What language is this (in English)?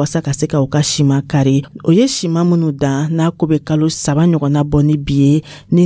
Dyula